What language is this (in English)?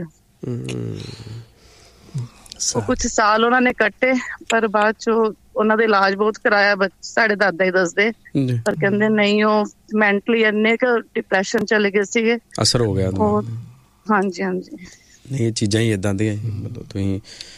Punjabi